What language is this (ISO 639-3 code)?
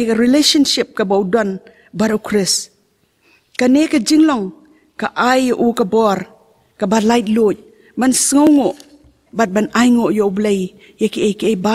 kha